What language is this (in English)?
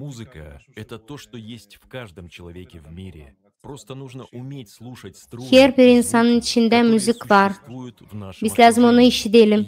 Gagauz